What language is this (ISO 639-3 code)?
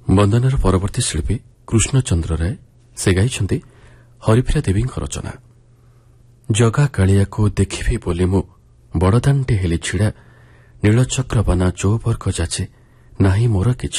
ori